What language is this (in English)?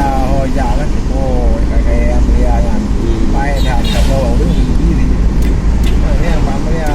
Achinese